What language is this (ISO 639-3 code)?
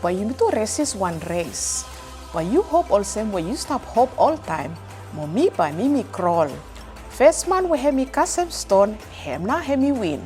bis